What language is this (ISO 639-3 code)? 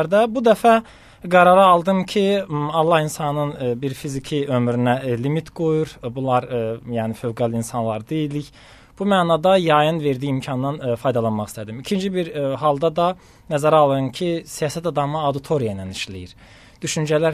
aze